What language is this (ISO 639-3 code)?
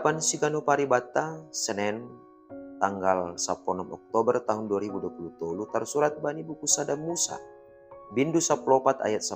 bts